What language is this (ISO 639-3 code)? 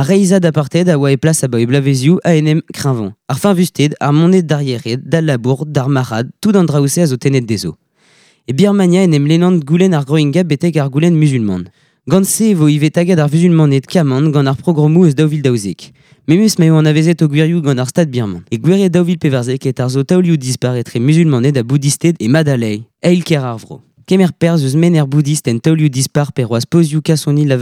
bre